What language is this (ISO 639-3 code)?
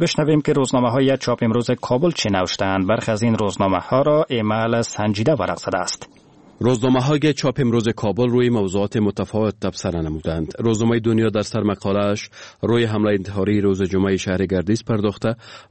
fas